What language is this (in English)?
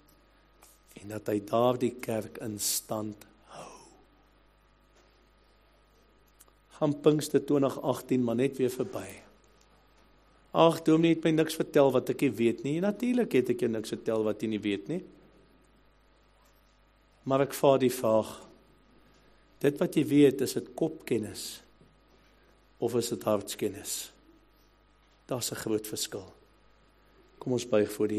Afrikaans